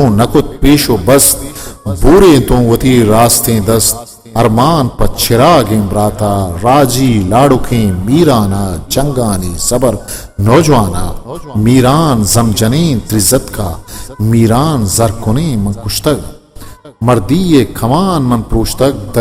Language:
Eastern Balochi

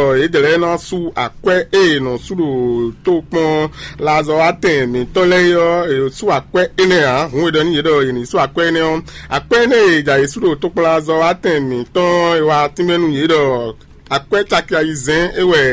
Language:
Fon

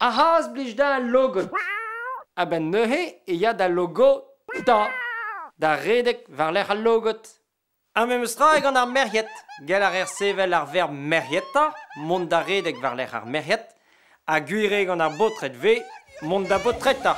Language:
Breton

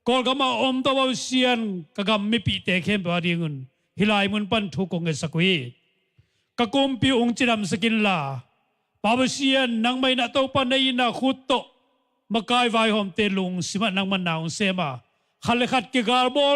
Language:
Tedim Chin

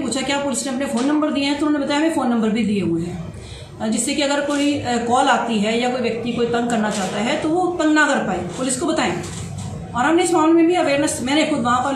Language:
Hindi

